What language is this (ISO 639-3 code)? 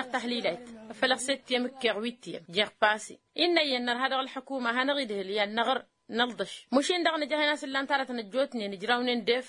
taq